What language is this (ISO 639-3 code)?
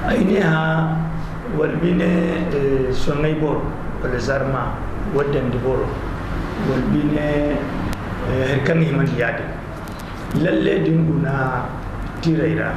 dje